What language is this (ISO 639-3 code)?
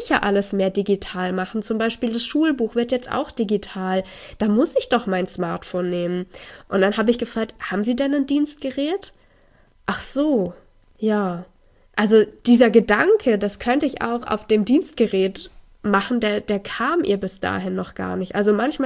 deu